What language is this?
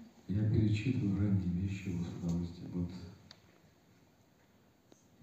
Russian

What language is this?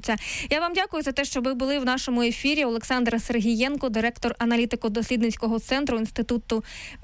Ukrainian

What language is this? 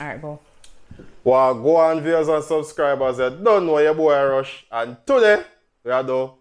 Jamaican Creole English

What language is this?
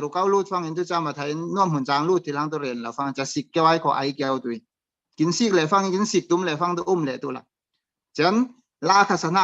Falam Chin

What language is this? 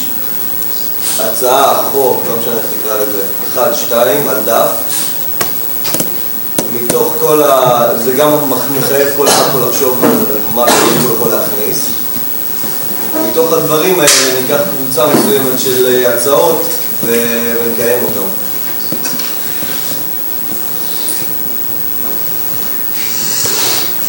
Hebrew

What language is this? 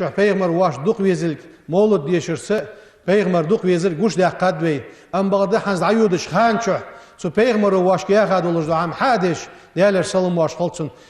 Ingush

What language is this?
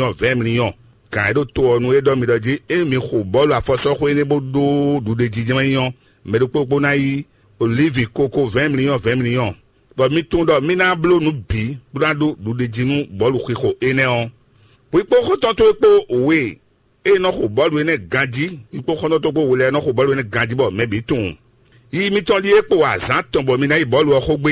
Fon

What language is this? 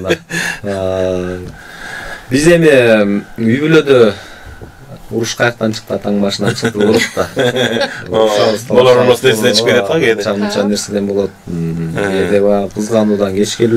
Kyrgyz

